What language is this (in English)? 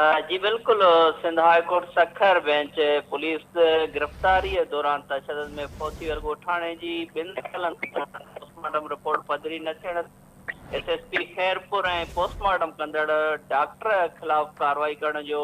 Sindhi